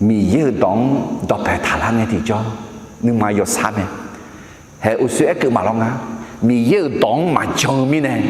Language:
Akha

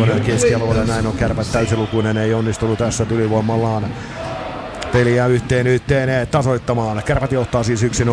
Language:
Finnish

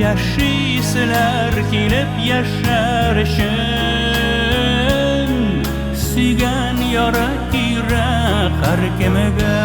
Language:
Tatar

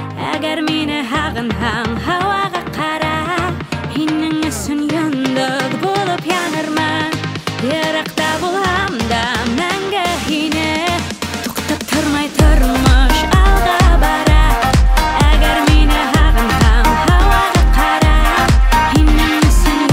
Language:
Bashkir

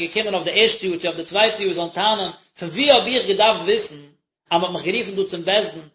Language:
Yiddish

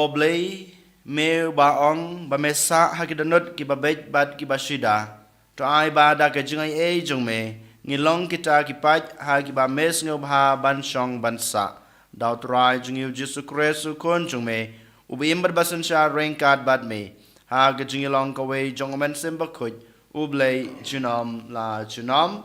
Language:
Khasi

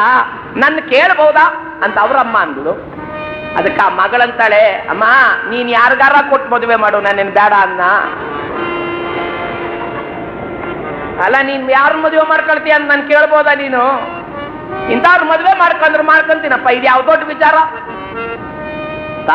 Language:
Kannada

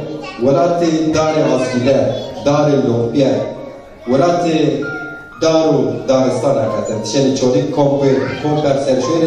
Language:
Zaza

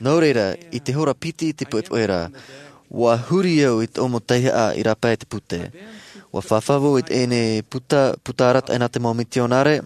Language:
Tahitian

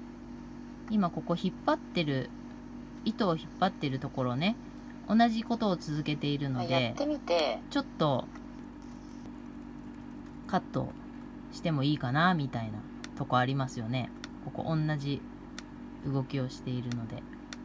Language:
Japanese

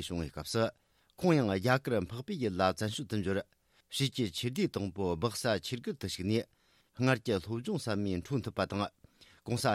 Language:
Tibetan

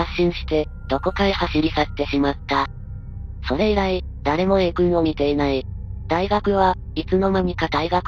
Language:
Japanese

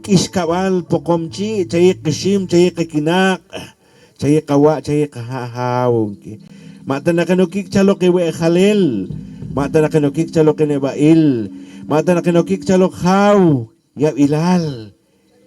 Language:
Poqomchi'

